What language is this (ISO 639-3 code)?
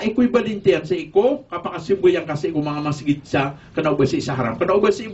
mrw